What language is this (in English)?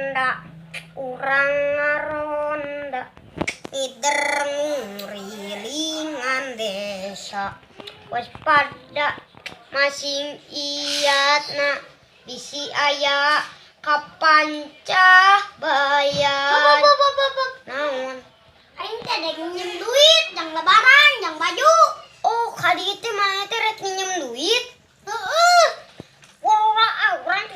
Sundanese